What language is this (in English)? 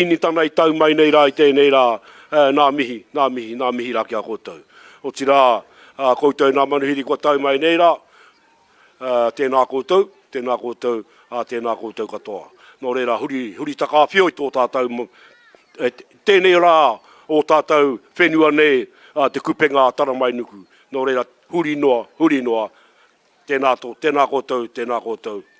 Māori